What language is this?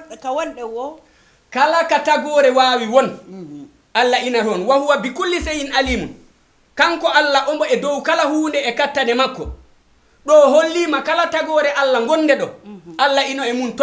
Fula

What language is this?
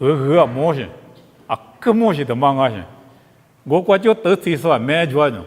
Lisu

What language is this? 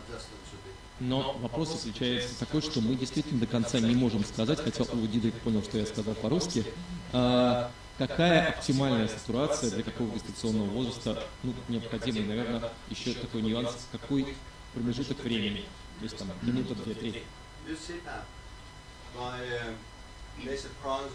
Russian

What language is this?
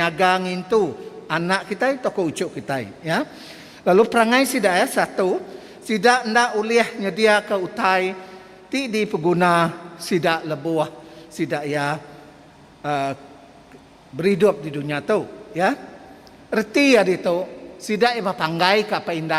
Iban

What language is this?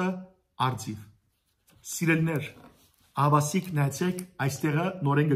Armenian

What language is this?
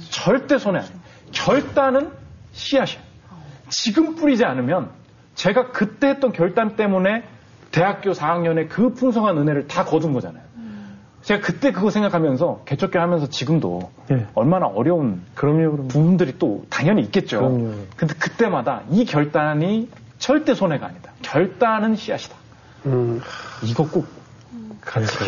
Korean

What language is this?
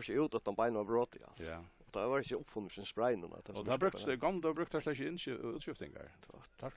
Faroese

